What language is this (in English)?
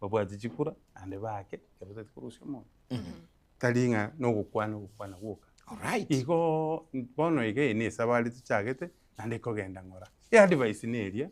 Gusii